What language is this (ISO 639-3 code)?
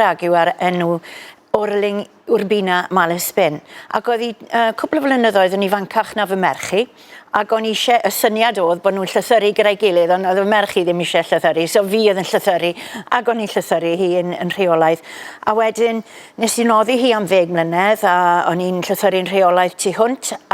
cym